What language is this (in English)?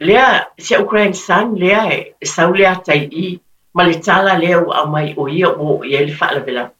Samoan